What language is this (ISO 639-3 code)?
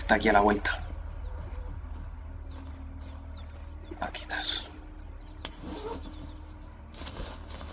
spa